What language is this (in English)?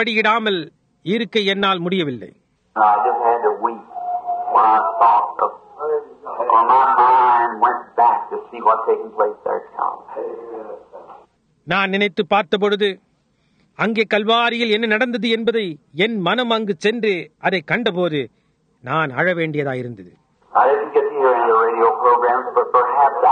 Tamil